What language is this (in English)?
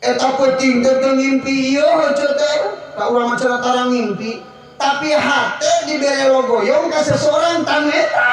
Sundanese